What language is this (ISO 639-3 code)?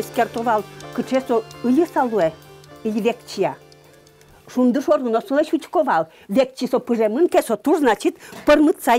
udm